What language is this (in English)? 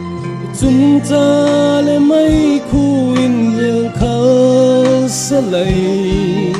Falam Chin